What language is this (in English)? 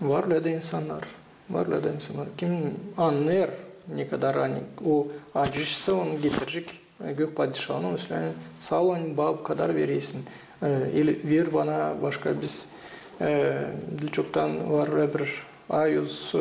Gagauz